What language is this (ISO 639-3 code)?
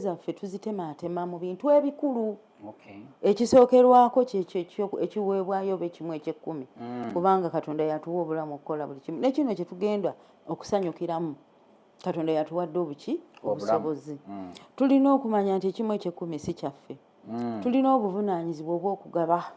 lug